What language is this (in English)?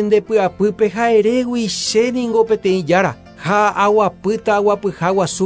Guarani